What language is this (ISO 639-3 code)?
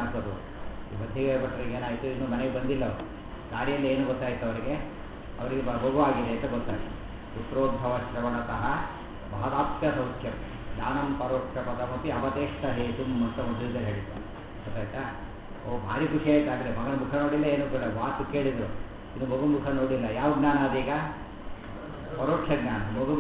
kan